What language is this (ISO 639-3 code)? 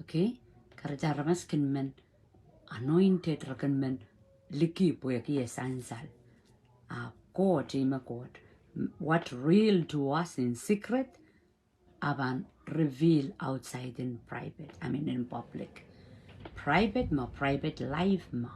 pon